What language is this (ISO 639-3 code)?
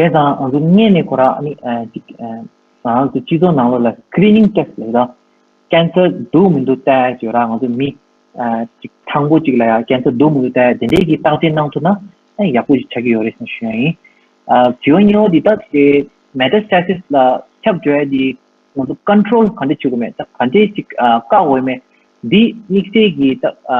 bod